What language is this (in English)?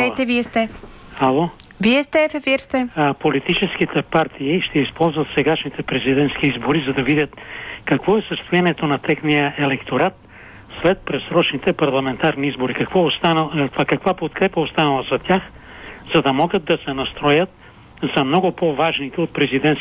Bulgarian